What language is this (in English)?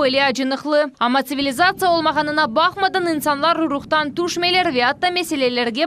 Crimean Tatar